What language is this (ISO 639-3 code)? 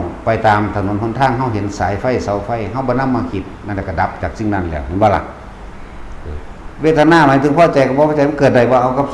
tts